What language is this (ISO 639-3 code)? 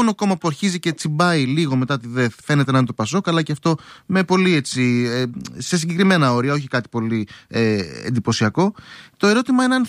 ell